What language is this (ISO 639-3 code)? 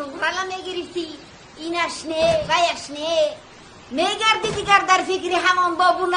tgk